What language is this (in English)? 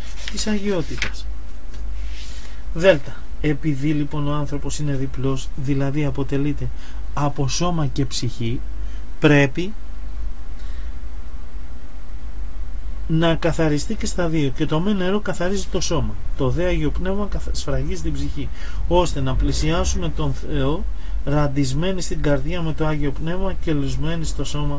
Greek